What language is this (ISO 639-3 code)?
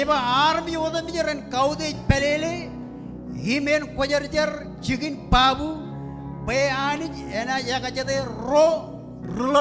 mah